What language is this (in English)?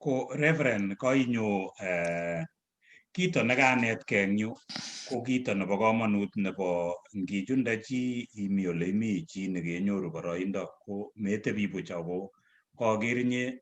Kalenjin